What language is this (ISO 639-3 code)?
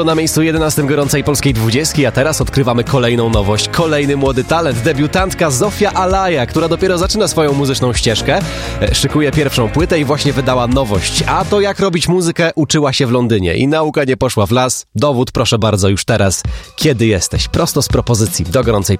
pol